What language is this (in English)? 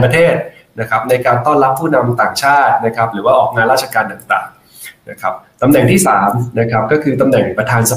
Thai